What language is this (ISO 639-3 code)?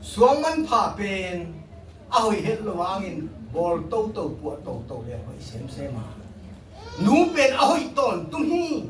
ctd